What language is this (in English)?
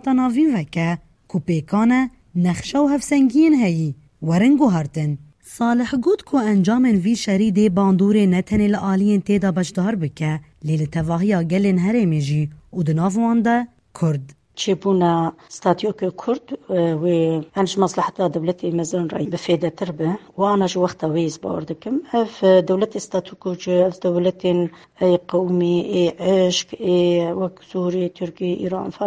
Kurdish